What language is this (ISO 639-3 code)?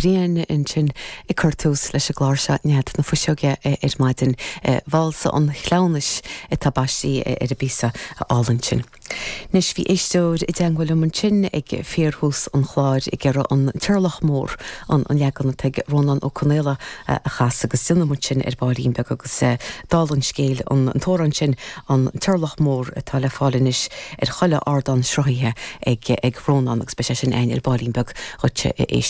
gle